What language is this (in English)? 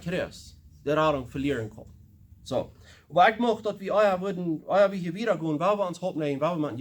Plautdietsch